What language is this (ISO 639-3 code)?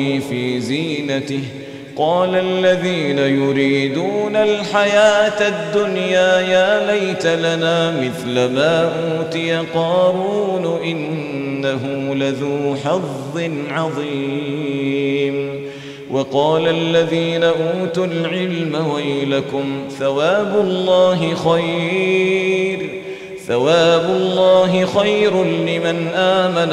ara